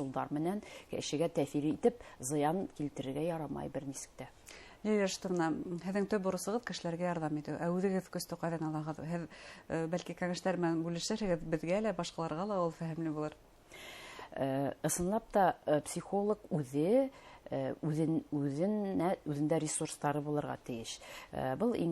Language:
Bashkir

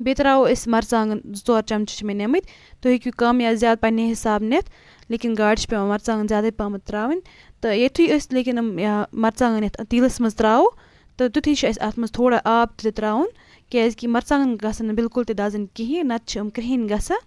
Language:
Kashmiri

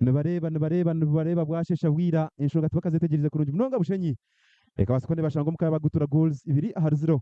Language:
Nyankole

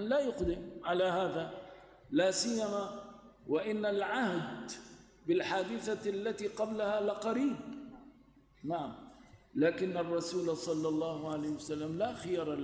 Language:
Arabic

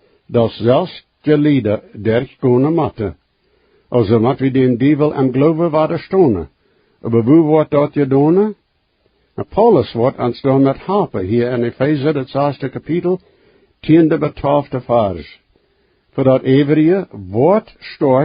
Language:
Plautdietsch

